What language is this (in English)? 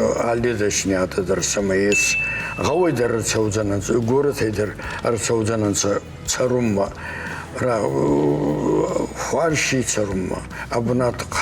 Ossetic